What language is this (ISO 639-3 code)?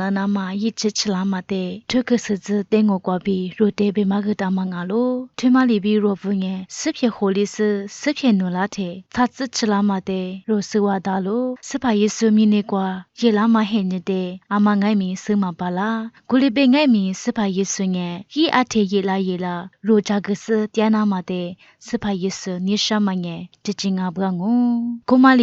lis